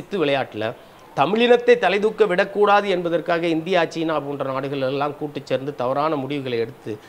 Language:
Tamil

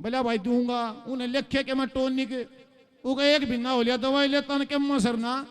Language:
Haryanvi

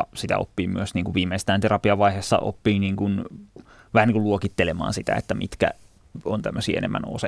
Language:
Finnish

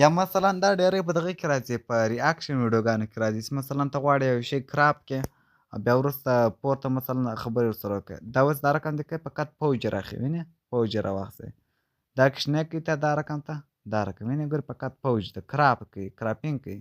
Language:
Pashto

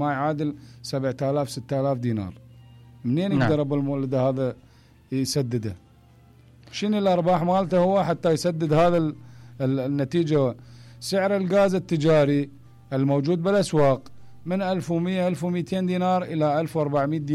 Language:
Mesopotamian Arabic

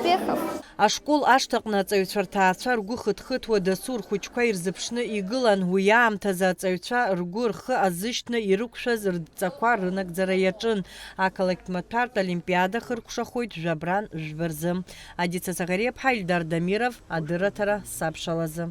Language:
Abkhazian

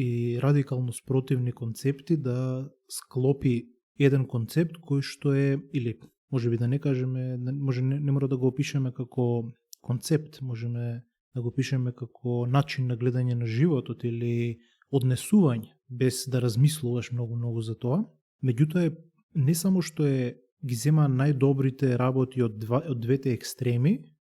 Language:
Macedonian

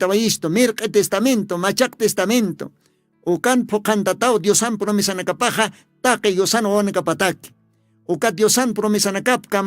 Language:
Aymara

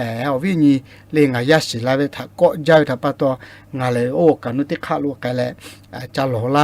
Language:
Lahu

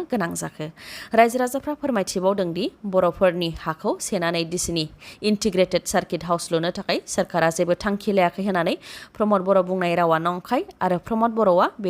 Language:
Bodo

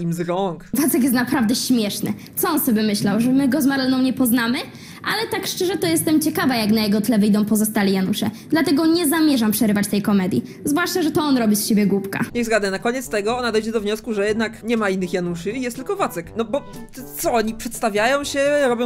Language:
Polish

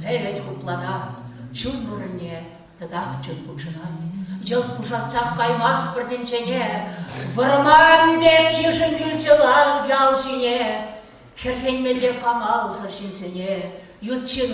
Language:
Chuvash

